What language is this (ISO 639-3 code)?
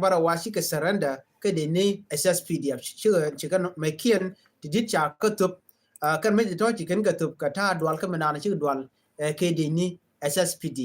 nus